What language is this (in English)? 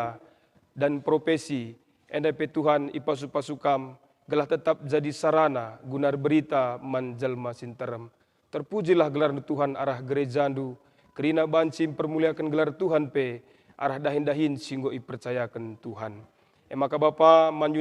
Batak Karo